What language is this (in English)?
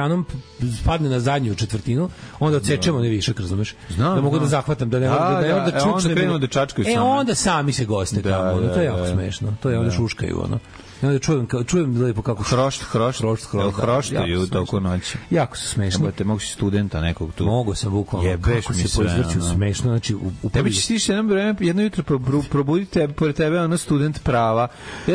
Serbian